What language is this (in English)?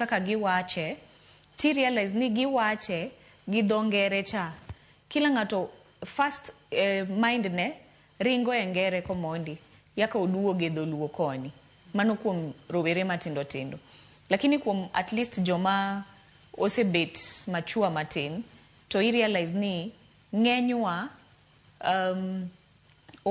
Luo (Kenya and Tanzania)